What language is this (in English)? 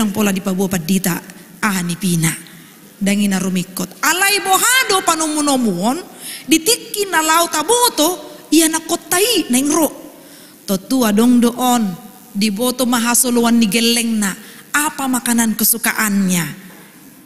Batak Toba